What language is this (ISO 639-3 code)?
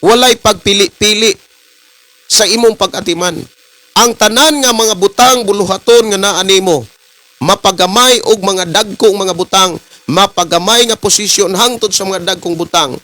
ceb